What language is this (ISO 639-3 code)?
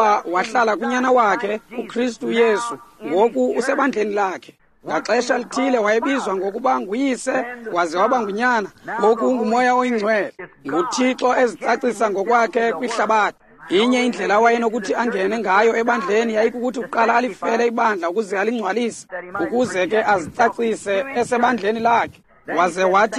xho